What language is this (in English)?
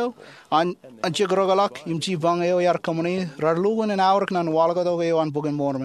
Marshallese